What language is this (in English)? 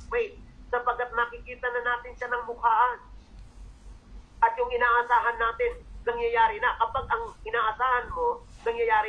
Filipino